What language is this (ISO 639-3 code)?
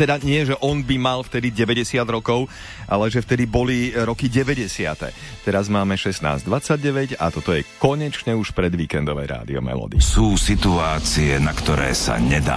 slk